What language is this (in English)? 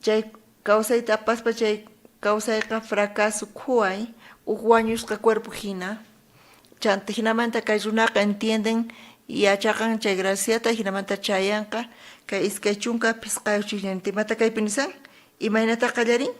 South Bolivian Quechua